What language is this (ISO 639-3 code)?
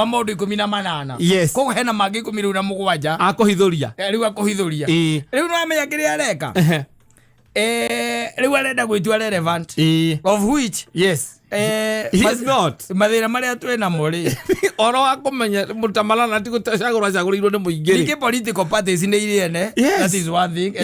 kik